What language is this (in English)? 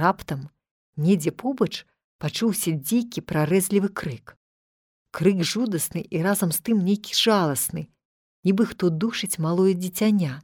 Belarusian